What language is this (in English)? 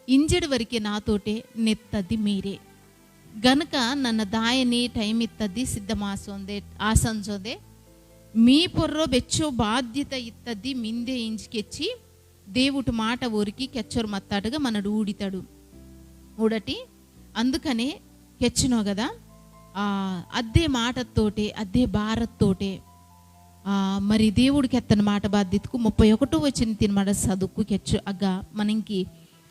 Koya